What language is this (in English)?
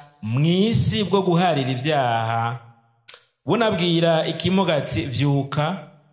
Rundi